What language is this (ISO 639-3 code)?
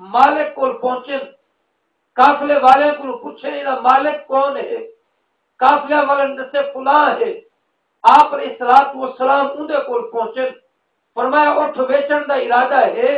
skr